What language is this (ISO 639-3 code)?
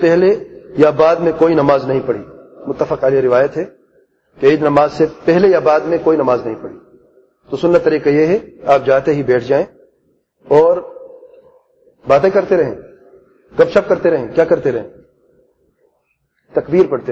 urd